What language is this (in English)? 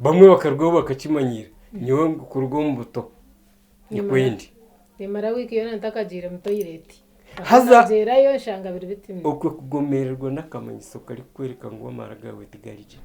Nyankole